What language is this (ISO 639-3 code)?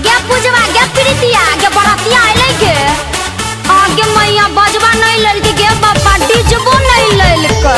mag